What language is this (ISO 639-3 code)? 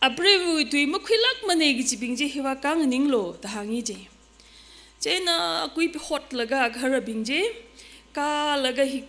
nmf